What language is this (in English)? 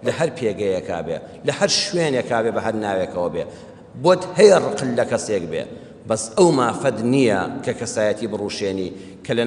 Central Kurdish